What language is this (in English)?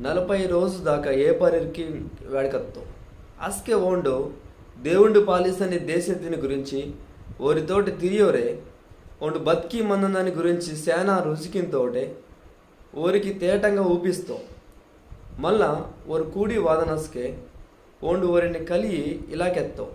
Koya